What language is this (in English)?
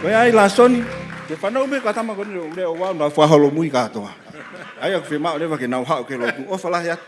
Tongan